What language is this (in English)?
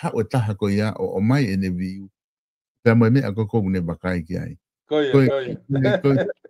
Tongan